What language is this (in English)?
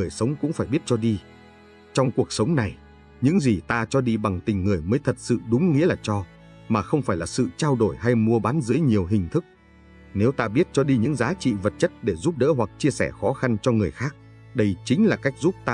Vietnamese